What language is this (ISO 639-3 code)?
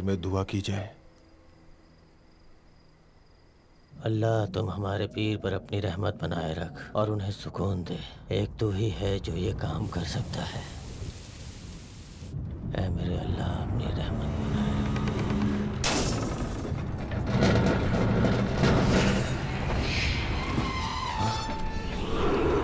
hin